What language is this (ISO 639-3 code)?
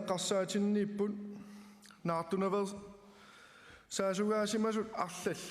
kal